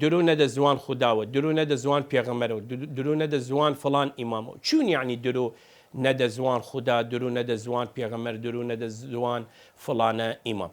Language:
Southern Kurdish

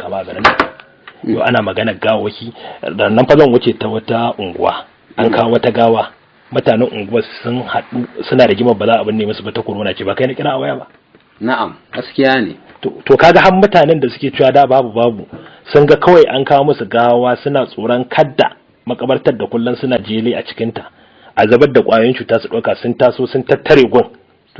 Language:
Hausa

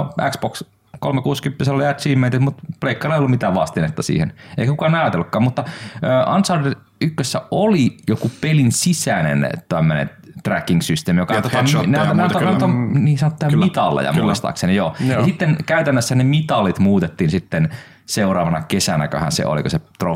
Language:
Finnish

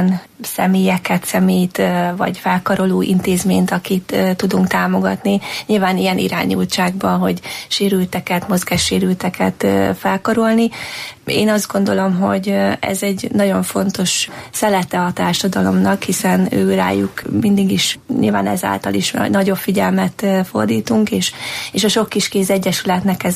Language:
Hungarian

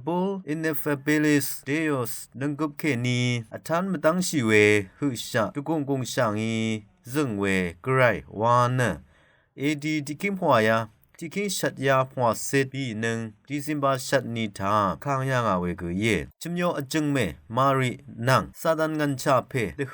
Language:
Rawang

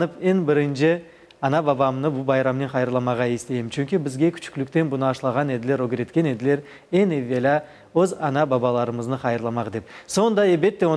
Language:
Crimean Tatar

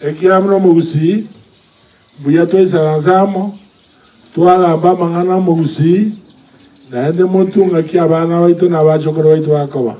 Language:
Gusii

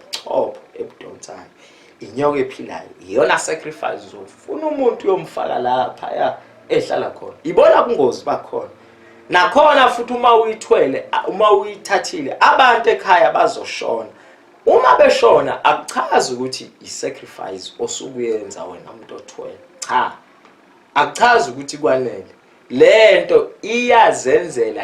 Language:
Zulu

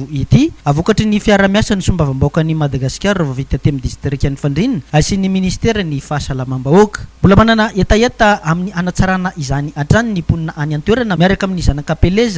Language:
Malagasy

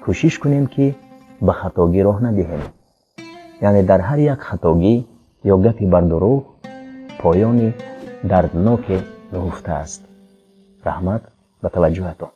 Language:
Tajik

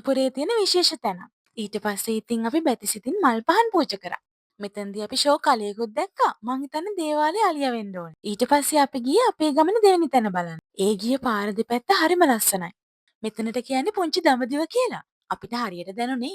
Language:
Sinhala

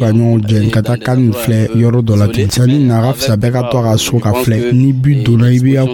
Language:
Dyula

